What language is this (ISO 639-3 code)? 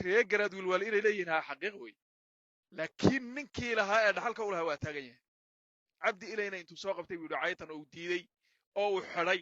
som